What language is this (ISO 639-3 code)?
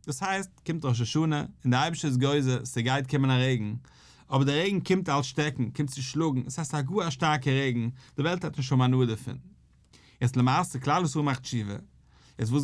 yid